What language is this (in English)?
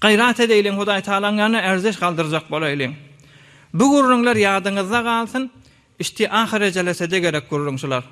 Turkmen